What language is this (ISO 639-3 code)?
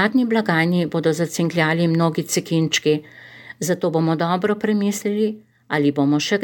slv